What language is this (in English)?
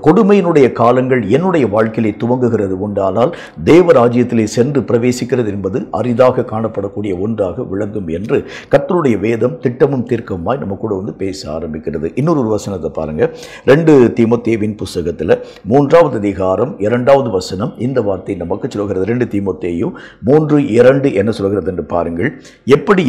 Tamil